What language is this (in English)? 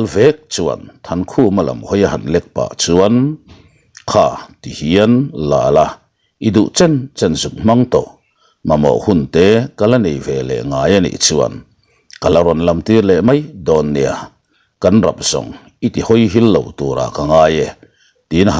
Mizo